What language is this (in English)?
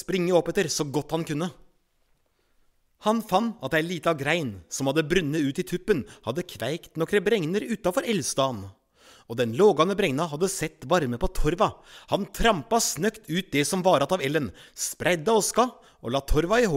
Norwegian